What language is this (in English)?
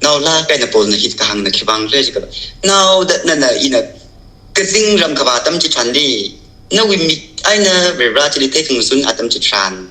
Tangkhul Naga (India)